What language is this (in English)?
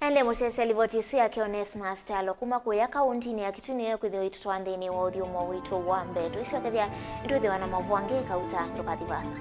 Kamba